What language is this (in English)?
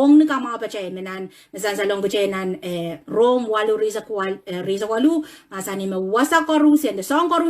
Pohnpeian